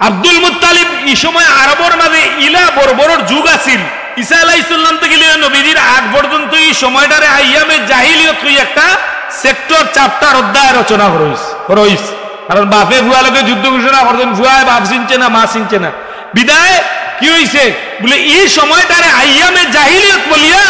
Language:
Sylheti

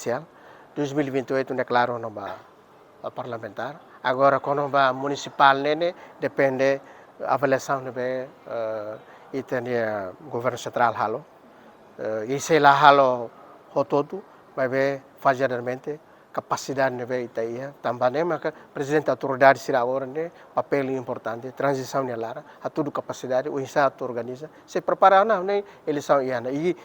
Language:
Tetum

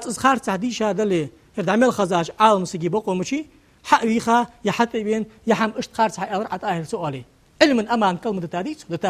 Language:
Ingush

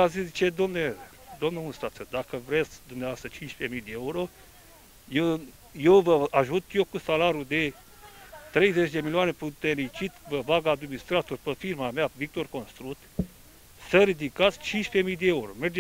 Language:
Romanian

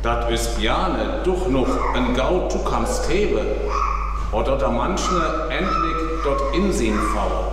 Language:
Northern Frisian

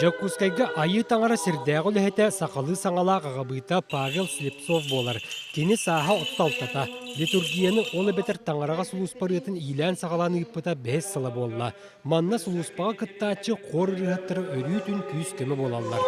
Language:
Yakut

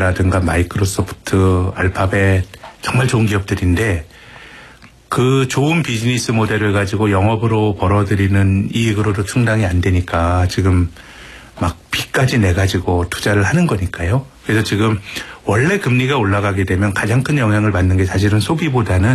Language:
Korean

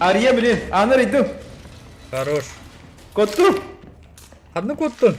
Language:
Yakut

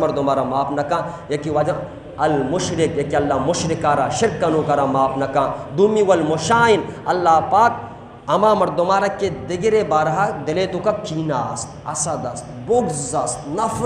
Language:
Eastern Balochi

